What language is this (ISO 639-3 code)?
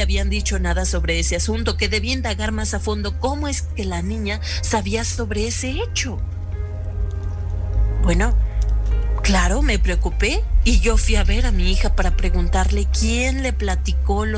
spa